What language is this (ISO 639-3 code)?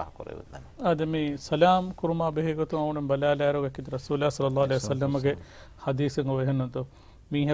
div